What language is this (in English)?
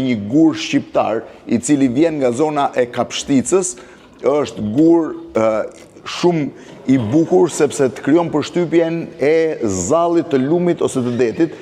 Albanian